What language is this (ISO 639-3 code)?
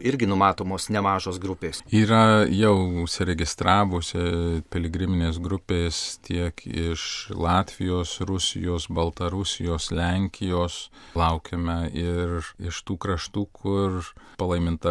lit